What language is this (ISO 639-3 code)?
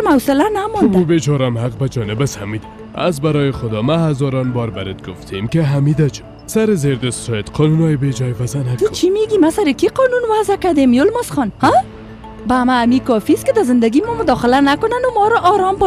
fas